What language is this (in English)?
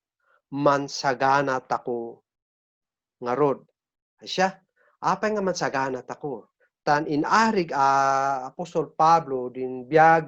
Kankanaey